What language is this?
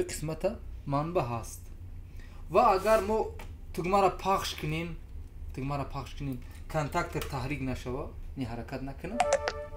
Tajik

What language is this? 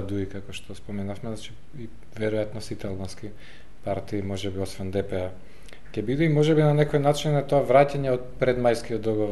Macedonian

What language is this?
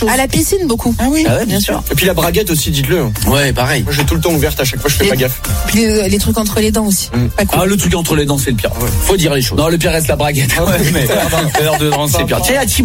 French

